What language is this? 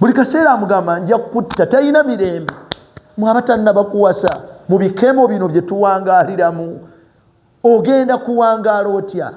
Ganda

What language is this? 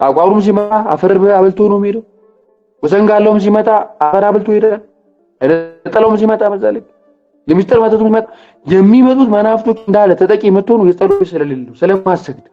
Amharic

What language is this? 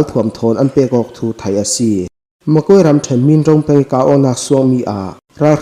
Falam Chin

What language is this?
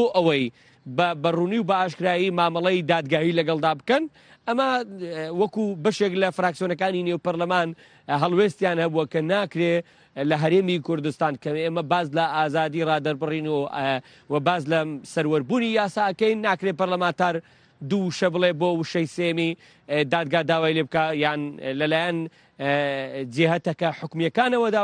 Central Kurdish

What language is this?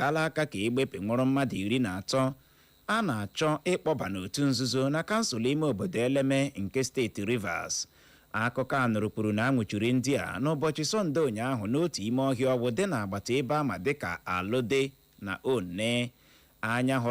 Igbo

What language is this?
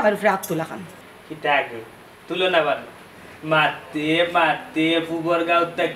Sylheti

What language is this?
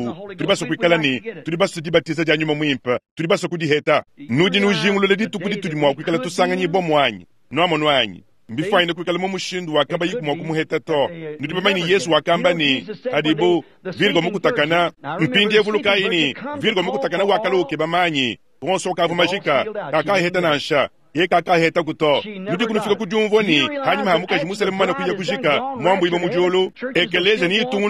Luba-Lulua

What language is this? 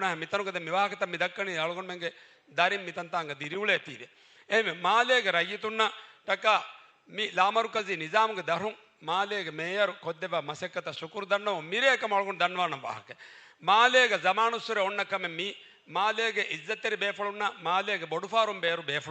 Divehi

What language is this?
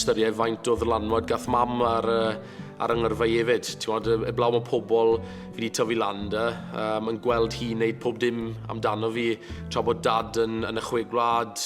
Welsh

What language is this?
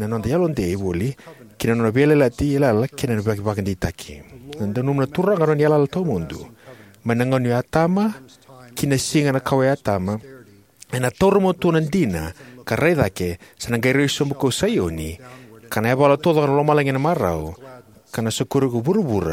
Fijian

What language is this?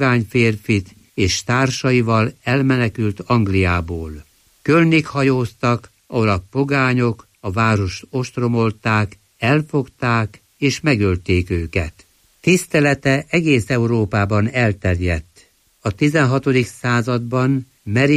Hungarian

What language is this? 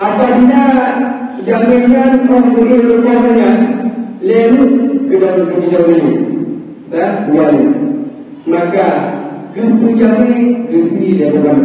Achinese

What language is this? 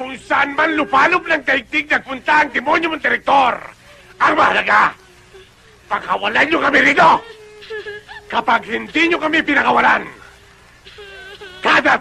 Filipino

